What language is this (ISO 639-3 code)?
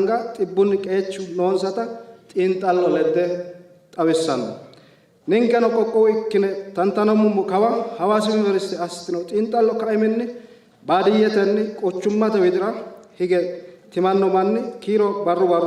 sid